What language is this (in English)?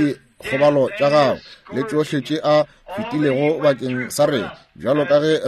Northern Sotho